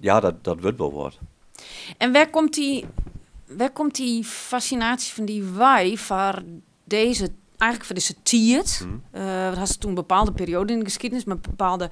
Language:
Western Frisian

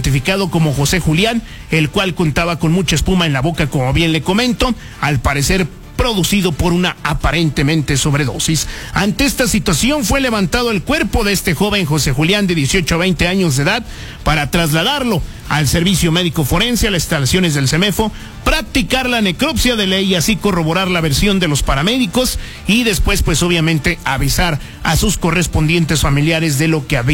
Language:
Spanish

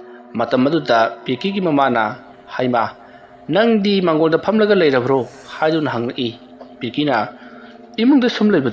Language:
Manipuri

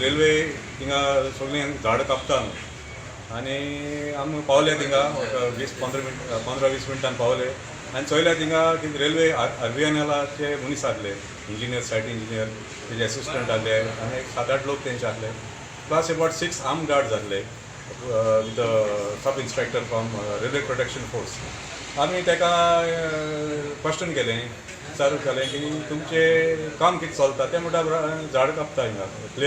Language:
Konkani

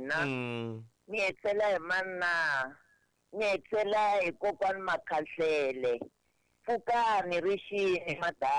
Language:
Tsonga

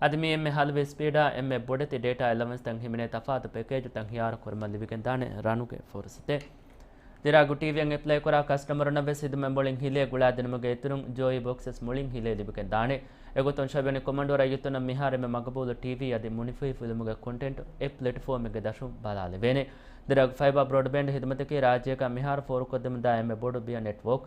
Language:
Divehi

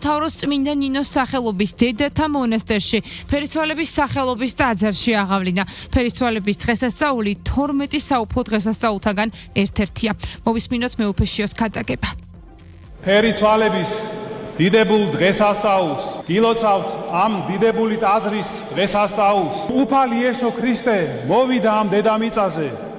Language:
Georgian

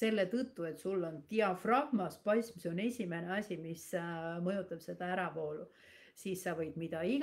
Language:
Estonian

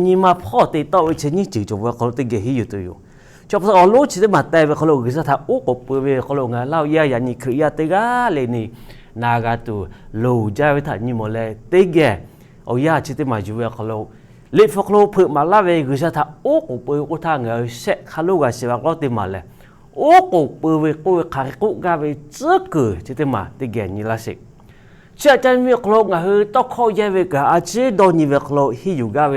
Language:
Lahu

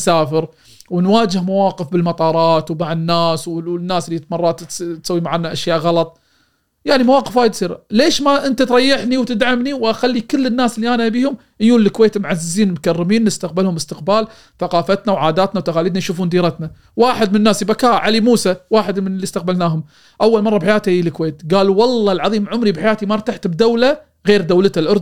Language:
Gulf Arabic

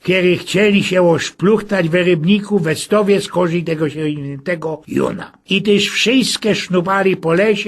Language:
Silesian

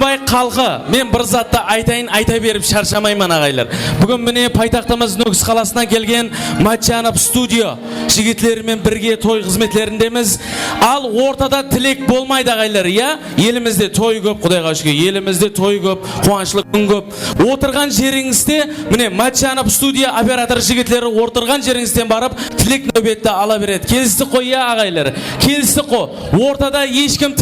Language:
Kara-Kalpak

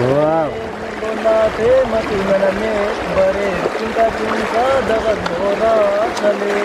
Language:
Brahui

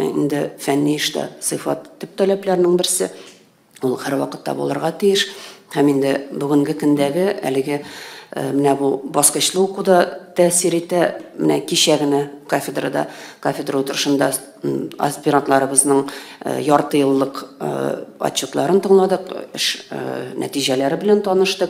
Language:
Tatar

